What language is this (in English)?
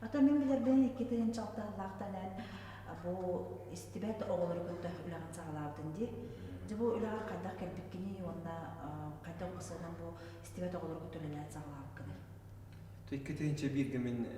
Yakut